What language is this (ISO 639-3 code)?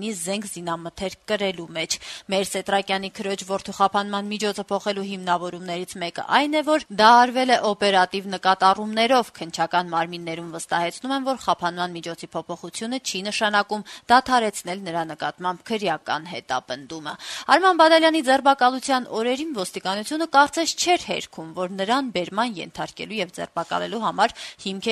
hye